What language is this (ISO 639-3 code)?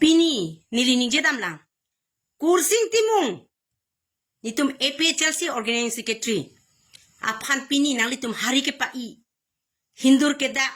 mjw